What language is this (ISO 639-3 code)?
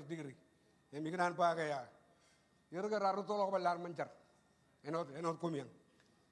mah